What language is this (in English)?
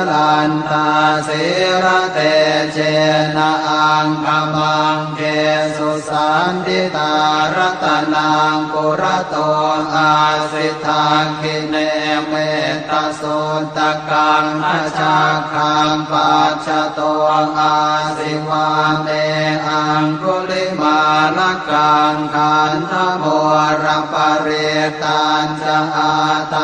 Pali